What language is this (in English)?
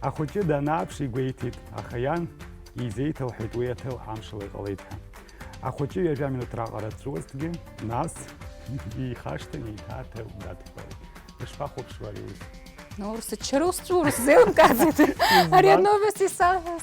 Abkhazian